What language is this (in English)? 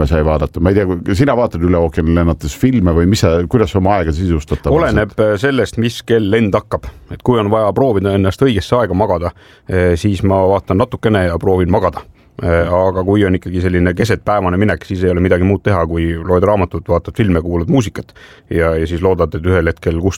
Estonian